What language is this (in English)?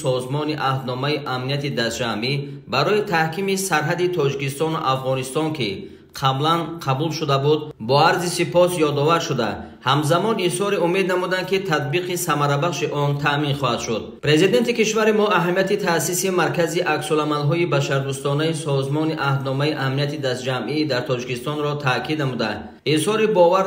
Tajik